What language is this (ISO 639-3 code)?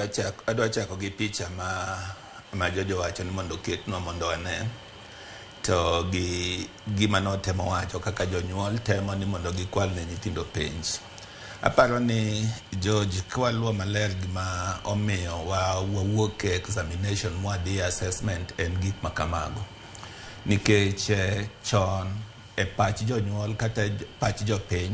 luo